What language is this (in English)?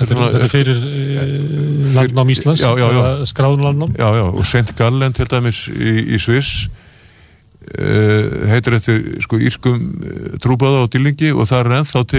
Icelandic